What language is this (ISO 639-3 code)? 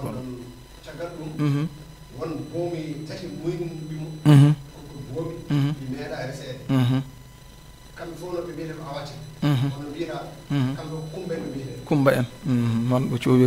ful